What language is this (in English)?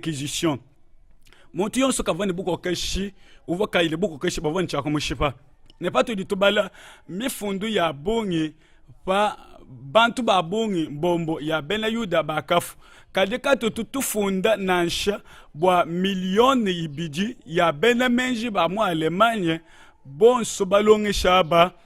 Luba-Lulua